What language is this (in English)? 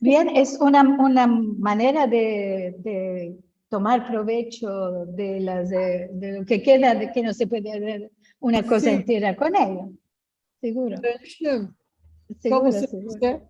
Ladino